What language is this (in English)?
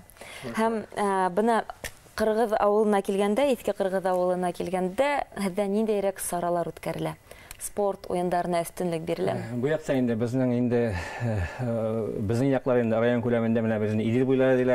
Bashkir